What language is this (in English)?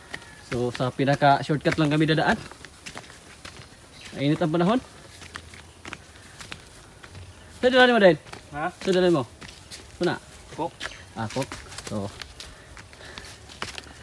Filipino